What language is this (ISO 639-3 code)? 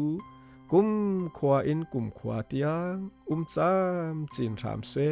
cfm